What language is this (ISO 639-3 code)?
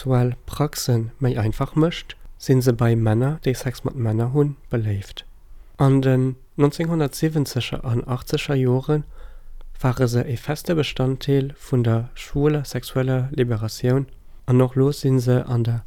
ltz